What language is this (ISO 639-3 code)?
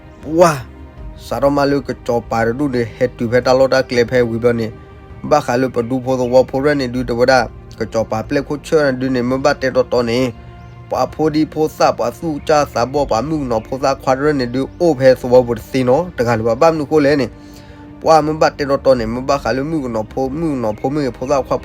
ksw